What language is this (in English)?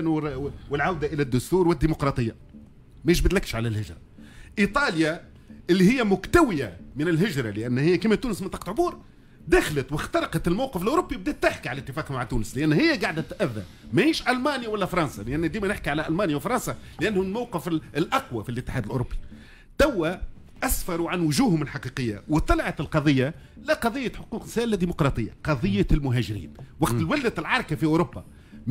Tunisian Arabic